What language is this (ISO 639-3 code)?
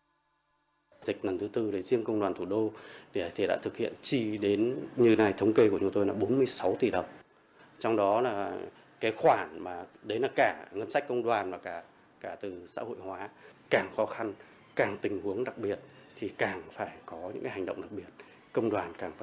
vie